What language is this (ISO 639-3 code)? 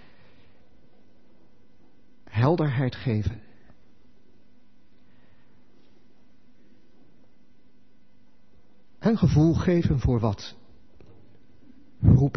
nld